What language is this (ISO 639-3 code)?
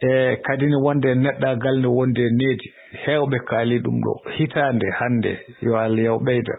ful